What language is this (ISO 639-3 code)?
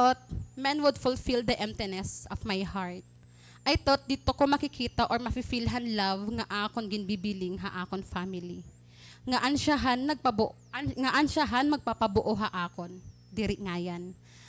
war